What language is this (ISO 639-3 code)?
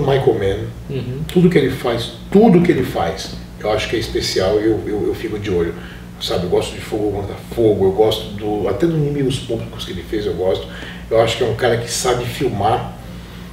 por